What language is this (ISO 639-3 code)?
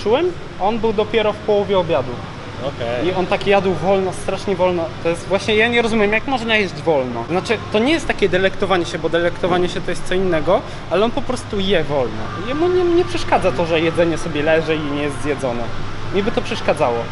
pol